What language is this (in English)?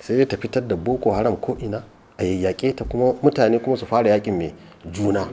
Hausa